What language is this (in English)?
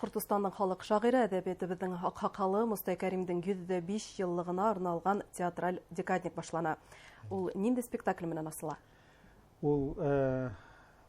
Bashkir